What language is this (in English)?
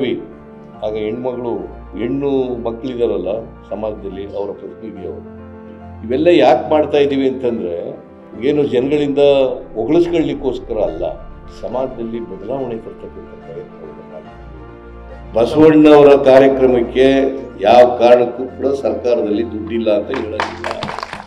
Kannada